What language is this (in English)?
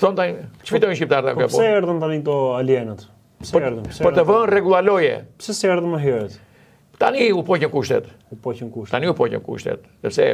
Albanian